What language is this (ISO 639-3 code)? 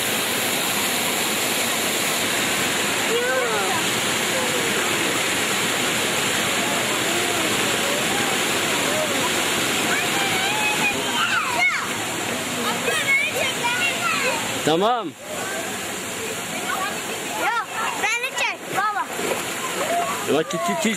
tur